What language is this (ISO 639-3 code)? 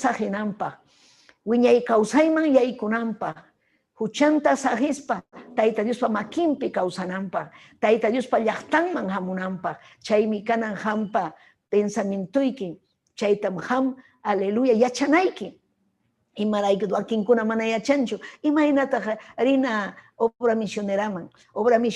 quy